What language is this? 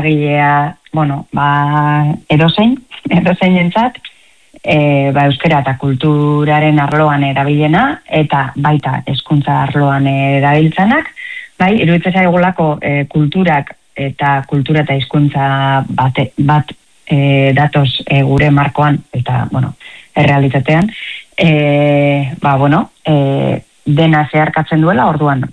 Basque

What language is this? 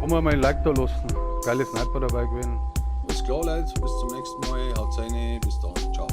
Bavarian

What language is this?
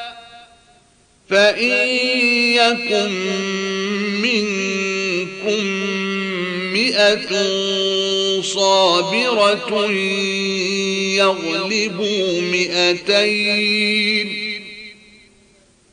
Arabic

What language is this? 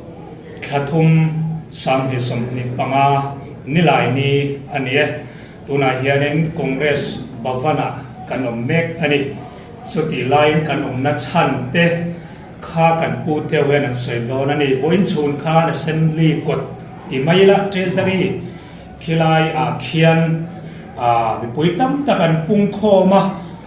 Mizo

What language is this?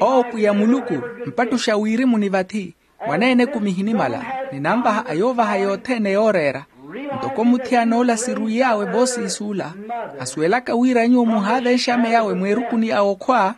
Makhuwa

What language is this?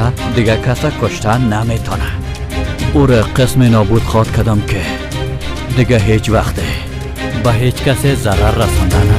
Tajik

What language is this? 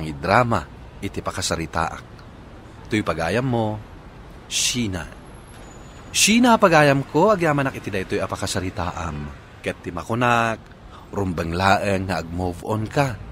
Iloko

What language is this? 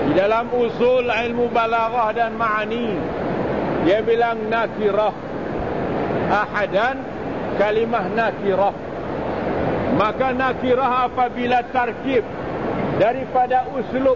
Malay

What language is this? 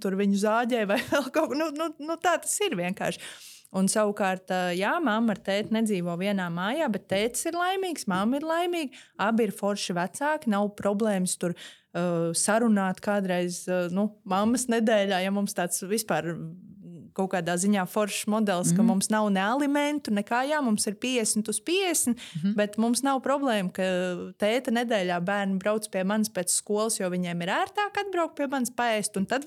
Latvian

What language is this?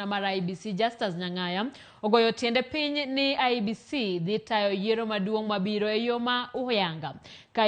Luo (Kenya and Tanzania)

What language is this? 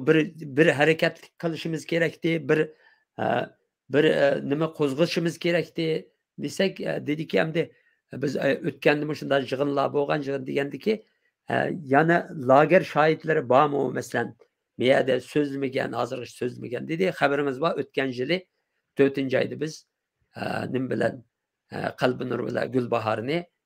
Uyghur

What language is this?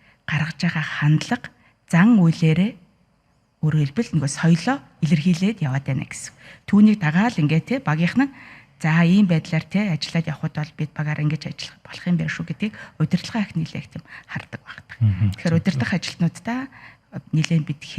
Mongolian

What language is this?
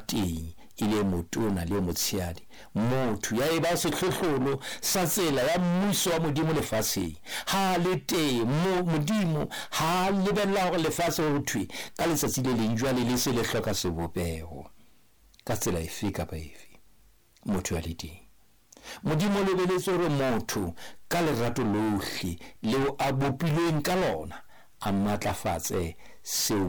Southern Sotho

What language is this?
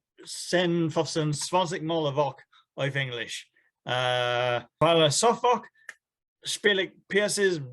Yiddish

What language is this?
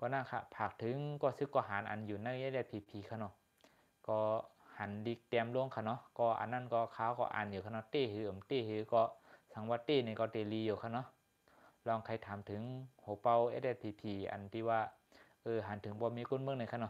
Shan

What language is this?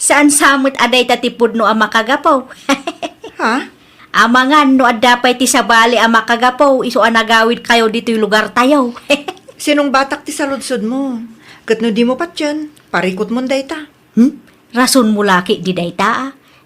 Iloko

